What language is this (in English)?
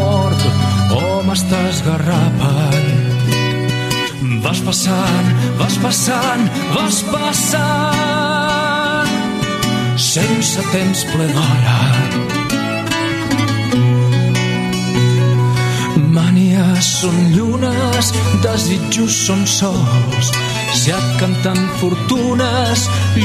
Catalan